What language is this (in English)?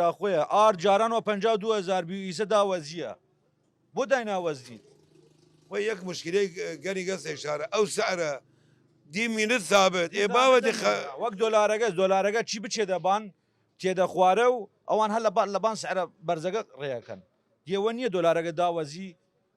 Southern Kurdish